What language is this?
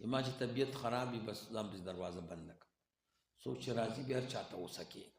Pashto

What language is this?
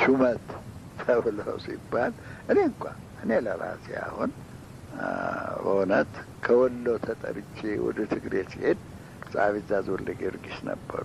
Amharic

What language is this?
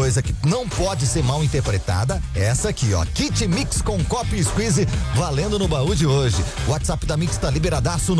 Portuguese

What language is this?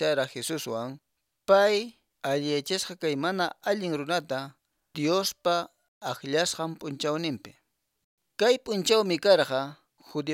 Quechua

